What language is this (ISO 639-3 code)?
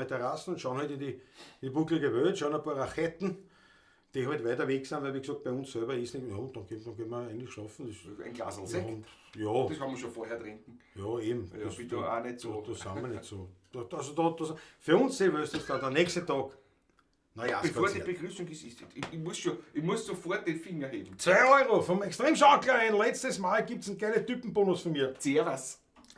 bar